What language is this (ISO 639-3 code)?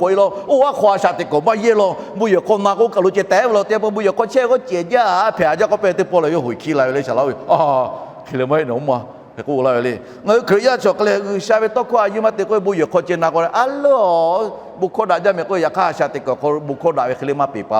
lhu